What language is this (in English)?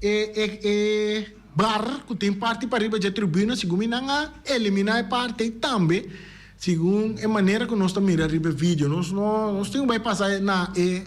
Papiamento